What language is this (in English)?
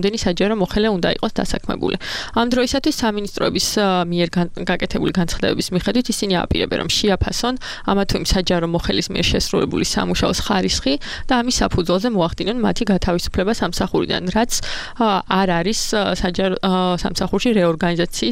Georgian